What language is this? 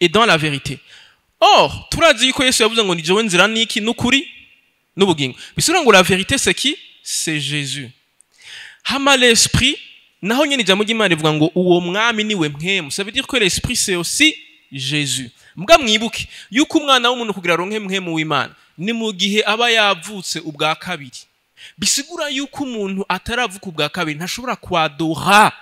Rundi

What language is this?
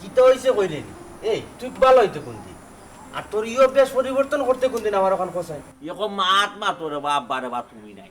Sylheti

